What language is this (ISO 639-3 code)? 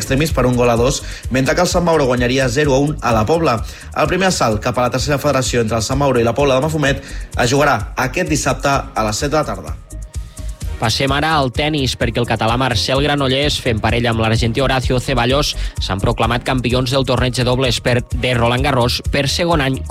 cat